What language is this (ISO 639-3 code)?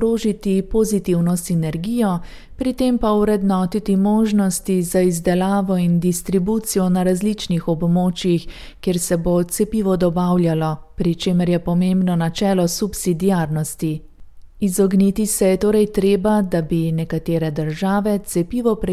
slv